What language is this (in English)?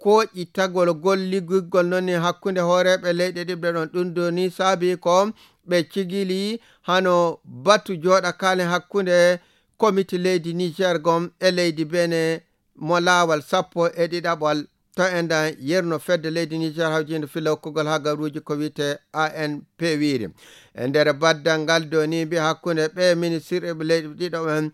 Nigerian Fulfulde